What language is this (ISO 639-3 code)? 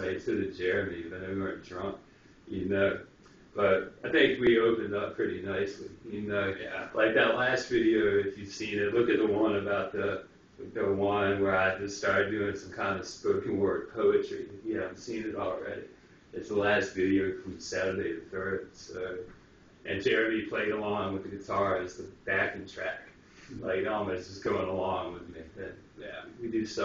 eng